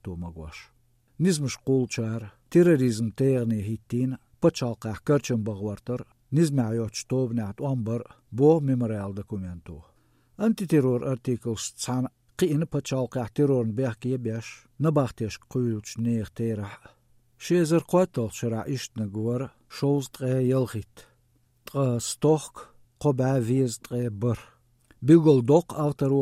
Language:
Chechen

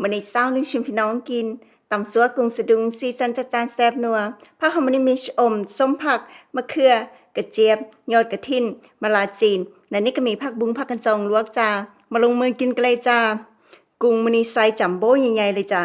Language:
Northeastern Thai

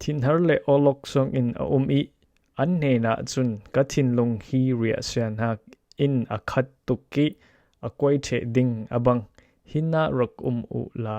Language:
Falam Chin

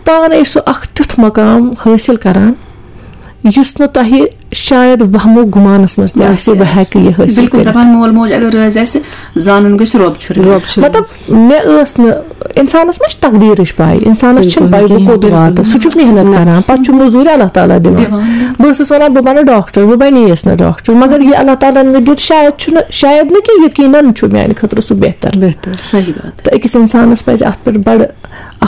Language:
Kashmiri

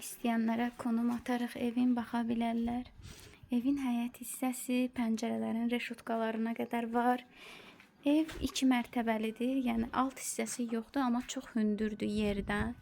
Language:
Azerbaijani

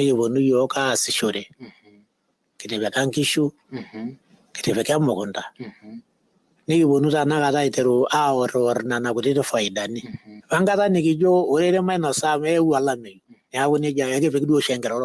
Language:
Masai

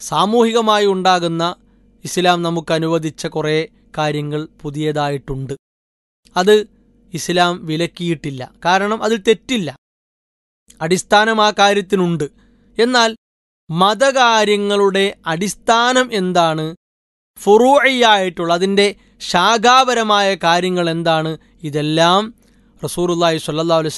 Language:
Malayalam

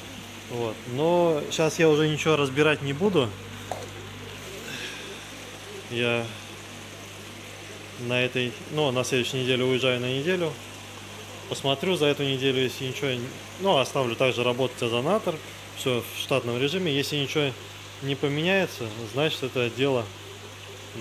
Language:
Russian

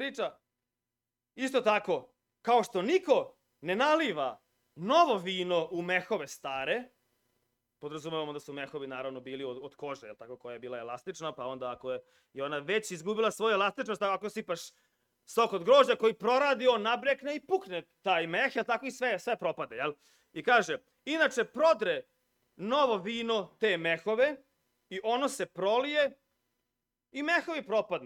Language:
Serbian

